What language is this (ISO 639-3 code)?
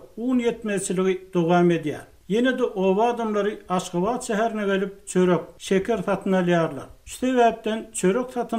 tuk